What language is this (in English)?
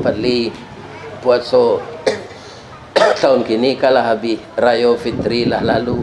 Minangkabau